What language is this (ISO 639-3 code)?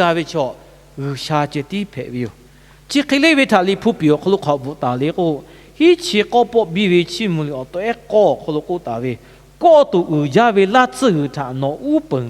lhu